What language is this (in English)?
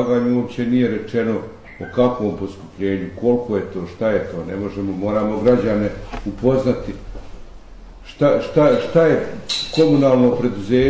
Bosnian